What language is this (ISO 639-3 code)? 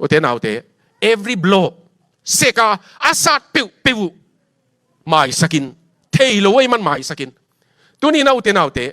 ctd